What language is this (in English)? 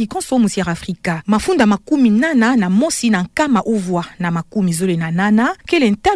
Kituba (Democratic Republic of Congo)